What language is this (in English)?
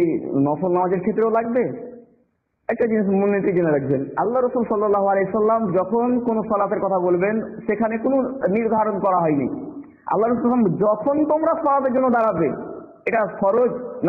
Bangla